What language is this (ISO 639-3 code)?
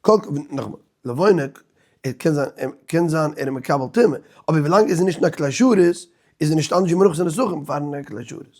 yid